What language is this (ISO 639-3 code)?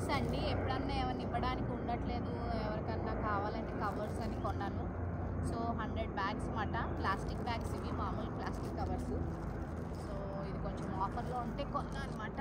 tel